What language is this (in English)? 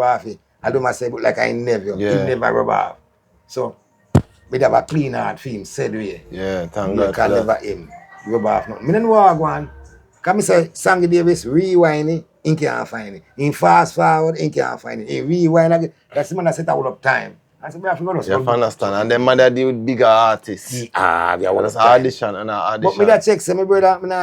Jamaican Creole English